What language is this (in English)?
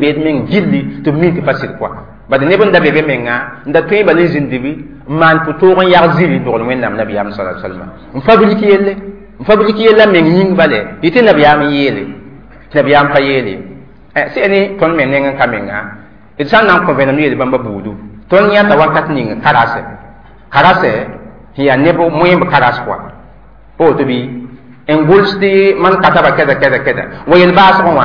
Mossi